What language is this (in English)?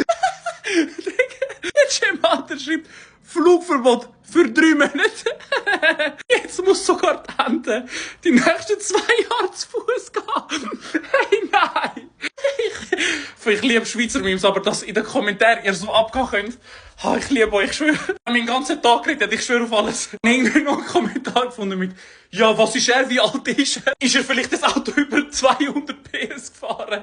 Swiss German